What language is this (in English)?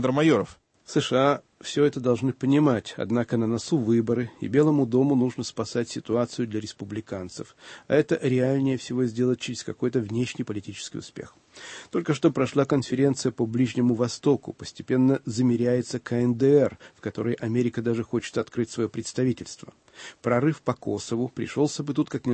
Russian